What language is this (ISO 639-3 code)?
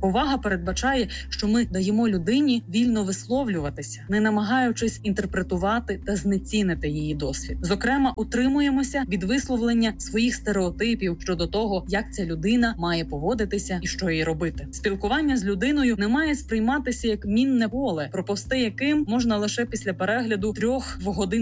ukr